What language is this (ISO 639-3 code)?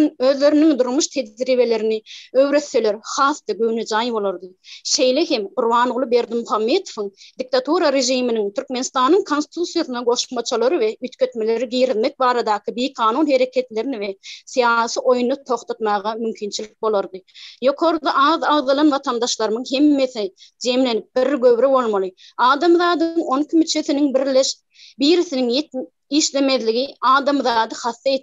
tuk